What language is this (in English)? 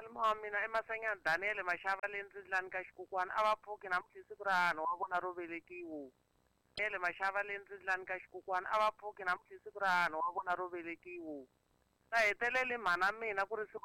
Tsonga